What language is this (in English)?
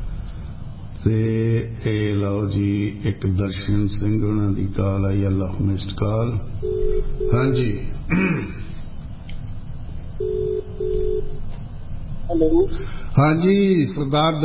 Punjabi